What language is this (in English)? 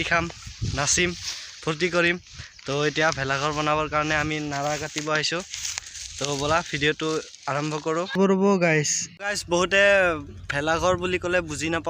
Assamese